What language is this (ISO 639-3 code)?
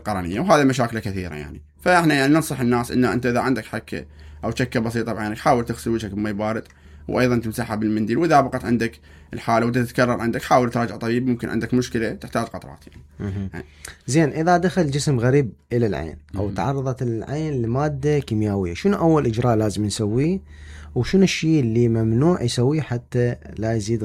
acm